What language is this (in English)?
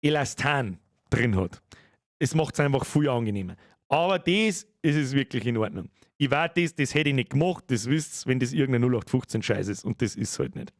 Bavarian